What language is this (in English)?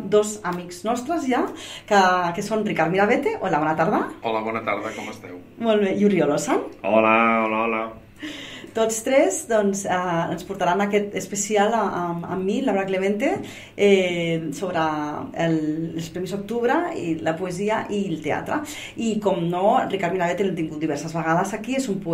Catalan